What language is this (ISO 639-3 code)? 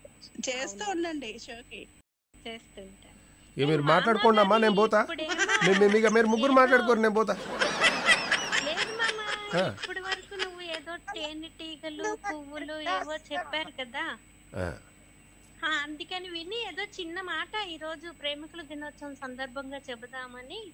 tel